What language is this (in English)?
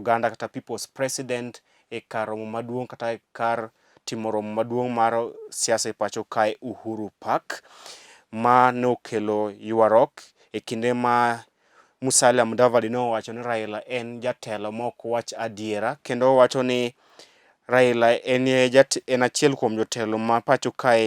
Luo (Kenya and Tanzania)